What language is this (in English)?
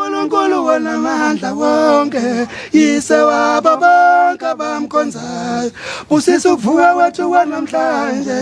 Zulu